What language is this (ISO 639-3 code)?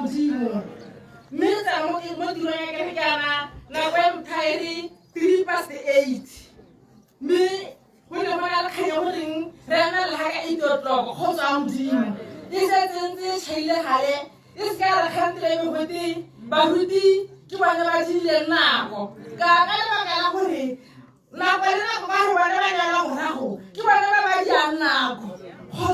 tsn